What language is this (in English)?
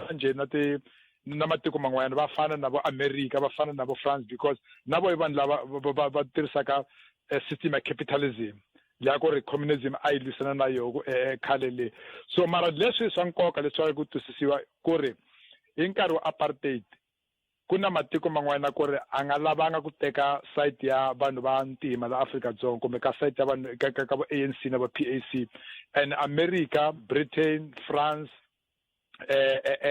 Tsonga